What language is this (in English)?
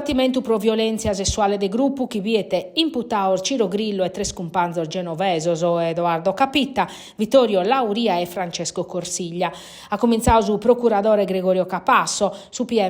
Sardinian